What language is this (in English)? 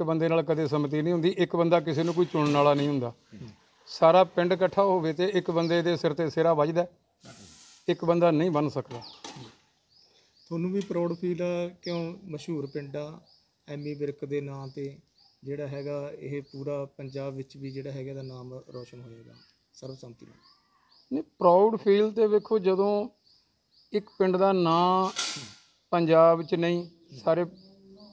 Punjabi